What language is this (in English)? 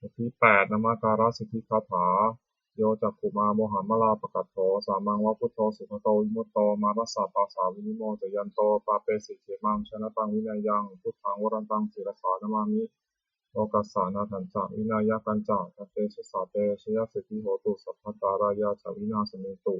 Pali